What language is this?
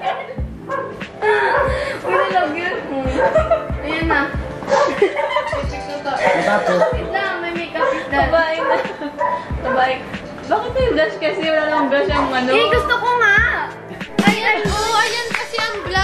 Filipino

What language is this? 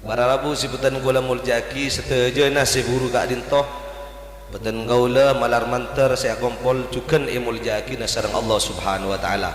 Madurese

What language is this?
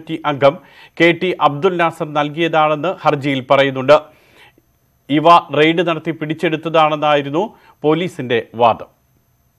Malayalam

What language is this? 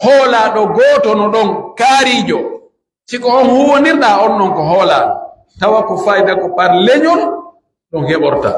Pular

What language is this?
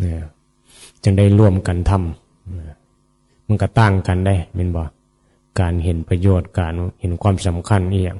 Northeastern Thai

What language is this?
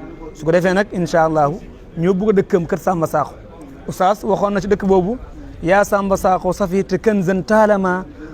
Wolof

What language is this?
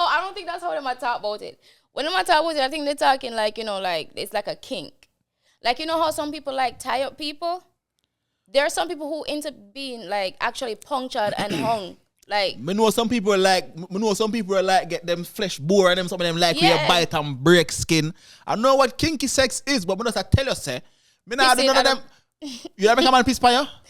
Jamaican Creole English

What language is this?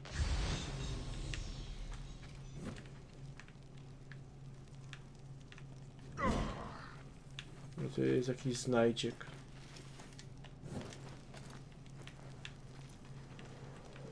Polish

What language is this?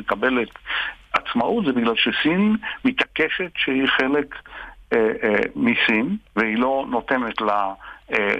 Hebrew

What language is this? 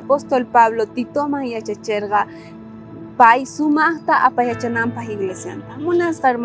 South Bolivian Quechua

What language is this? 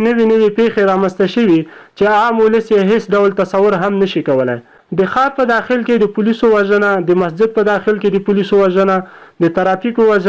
Pashto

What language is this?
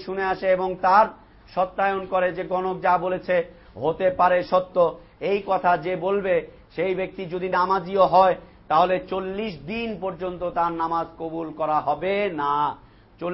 Bangla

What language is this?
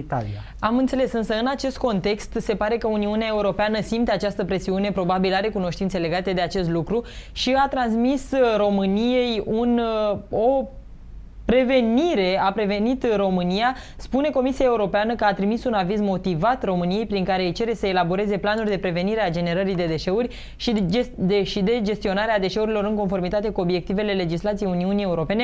Romanian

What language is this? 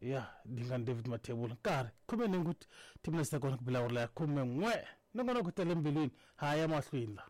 Tsonga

